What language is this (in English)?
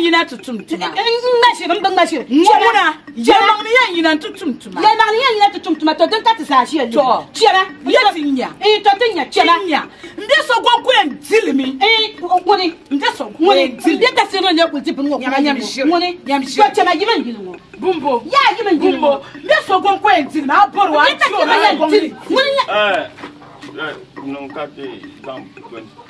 Dagbani